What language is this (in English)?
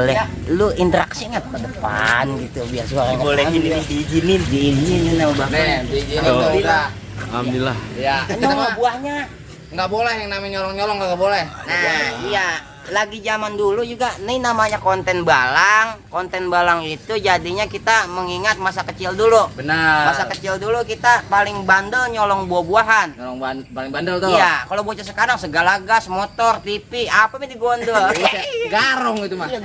Betawi